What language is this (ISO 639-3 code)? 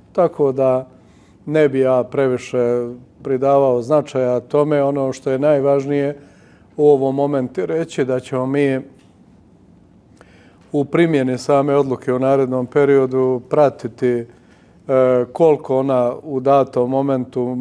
bos